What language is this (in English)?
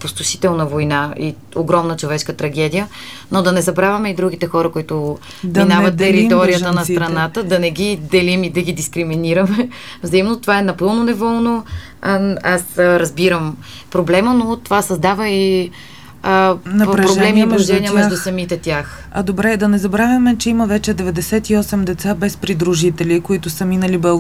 Bulgarian